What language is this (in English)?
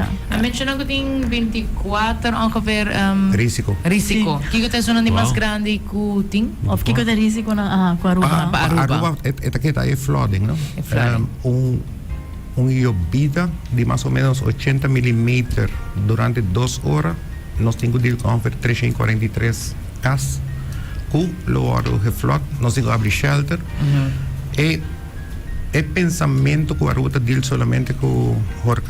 Papiamento